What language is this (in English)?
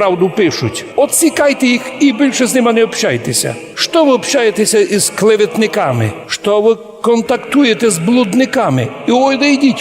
Rusyn